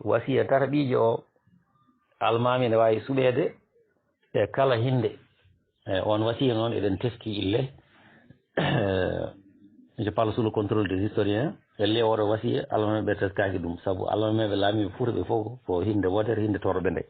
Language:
Fula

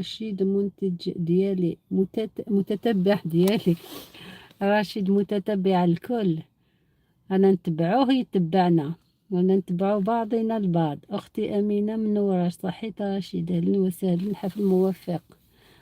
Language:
Algerian Arabic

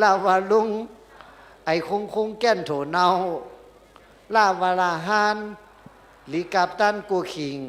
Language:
Shan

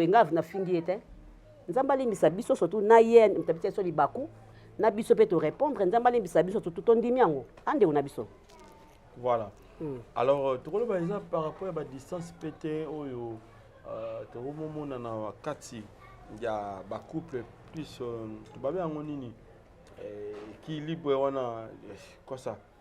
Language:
Lingala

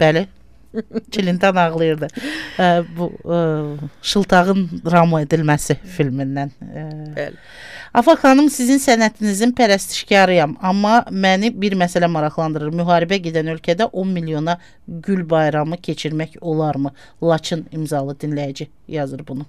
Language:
Azerbaijani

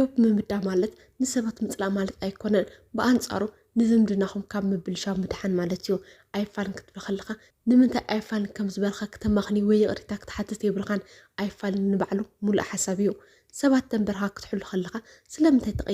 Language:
Tigrinya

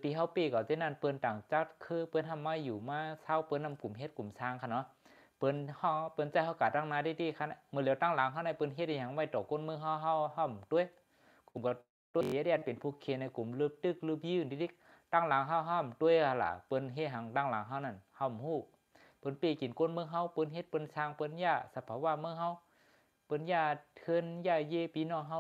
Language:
Shan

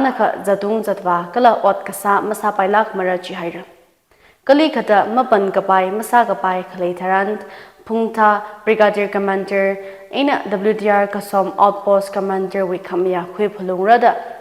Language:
Tangkhul Naga (India)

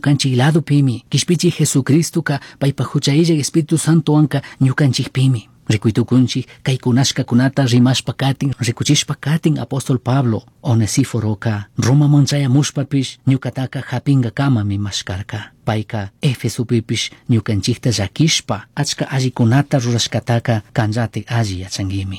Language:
Chimborazo Highland Quichua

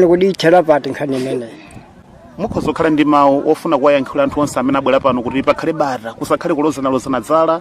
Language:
Nyanja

